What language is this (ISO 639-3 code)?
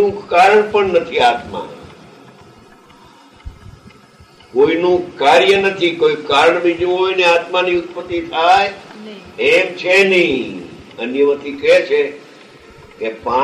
guj